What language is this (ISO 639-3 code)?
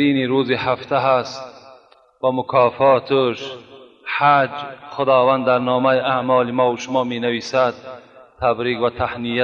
tgk